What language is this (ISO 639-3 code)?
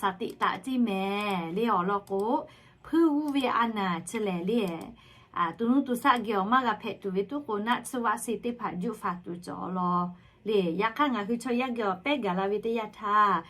lhu